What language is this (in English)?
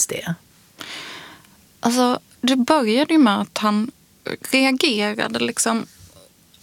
Swedish